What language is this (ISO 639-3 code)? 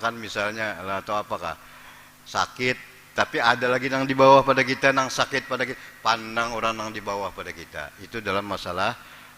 bjn